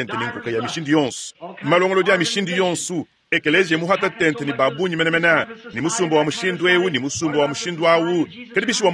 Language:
Luba-Lulua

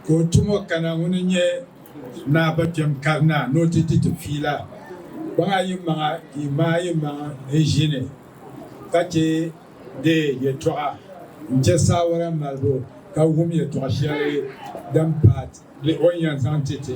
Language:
Dagbani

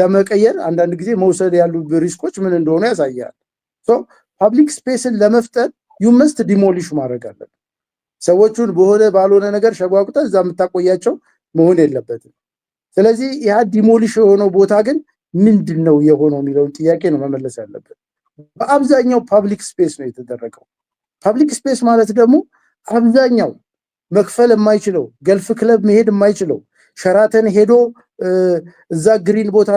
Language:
Amharic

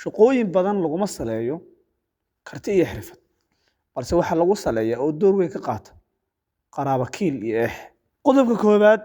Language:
Somali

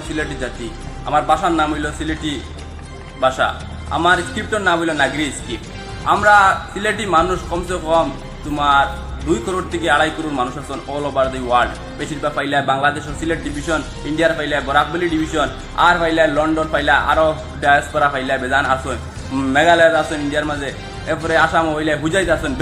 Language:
Sylheti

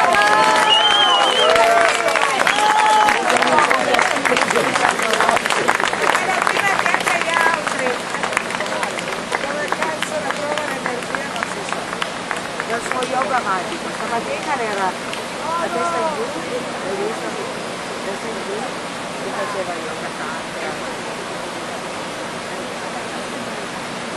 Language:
Italian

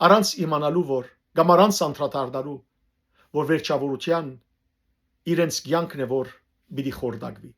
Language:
Western Armenian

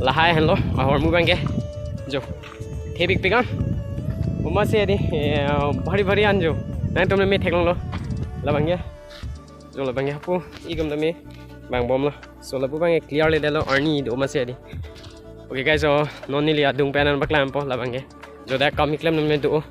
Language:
Karbi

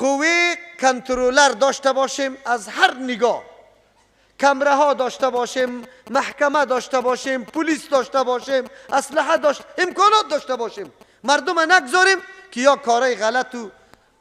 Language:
Persian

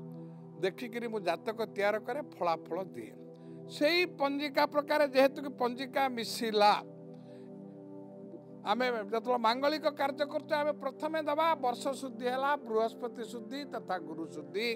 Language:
Odia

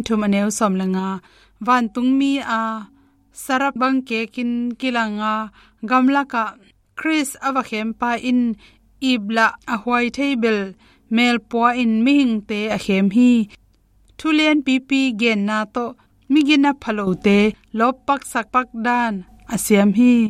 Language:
Tedim Chin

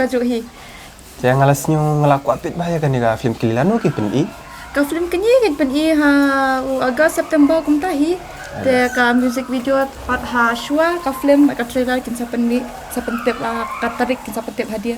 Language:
Khasi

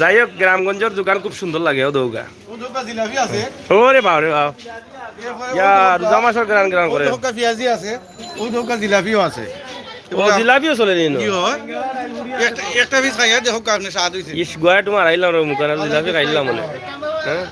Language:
Sylheti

